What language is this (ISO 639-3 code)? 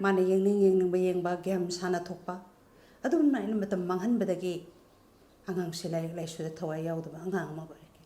mni